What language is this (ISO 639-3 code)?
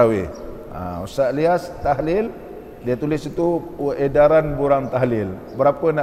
msa